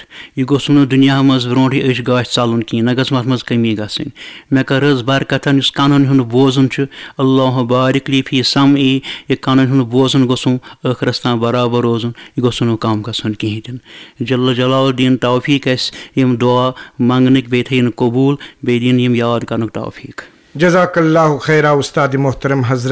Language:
Kashmiri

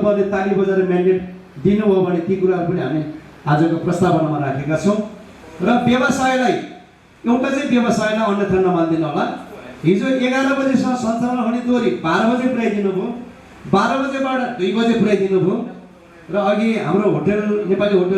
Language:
Nepali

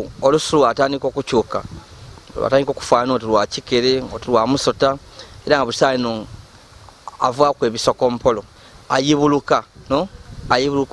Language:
Ganda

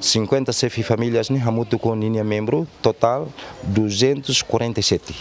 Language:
Tetum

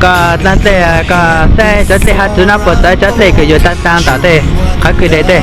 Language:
Hmong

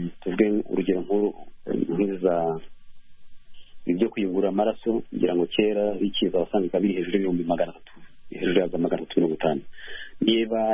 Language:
Kinyarwanda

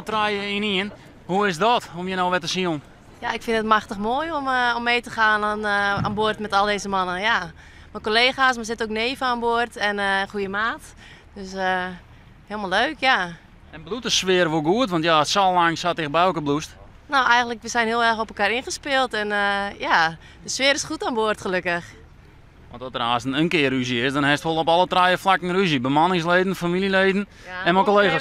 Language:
Western Frisian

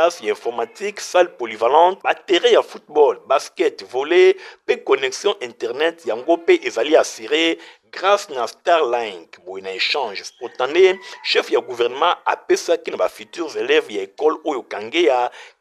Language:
Lingala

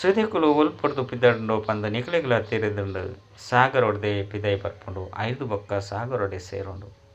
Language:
Tulu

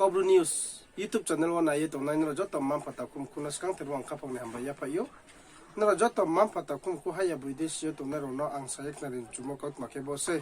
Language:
Riang (India)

